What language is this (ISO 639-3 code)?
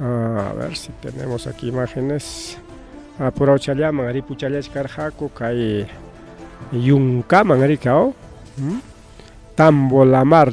quy